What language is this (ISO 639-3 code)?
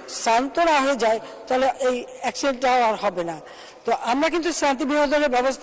ben